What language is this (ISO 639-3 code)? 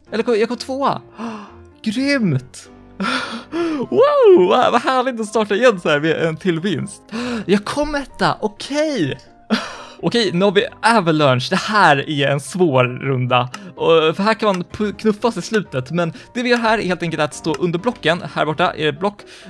swe